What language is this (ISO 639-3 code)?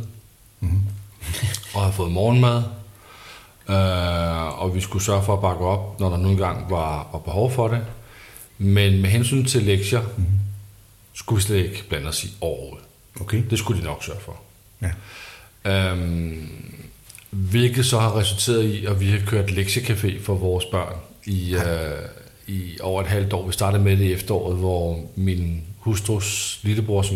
dan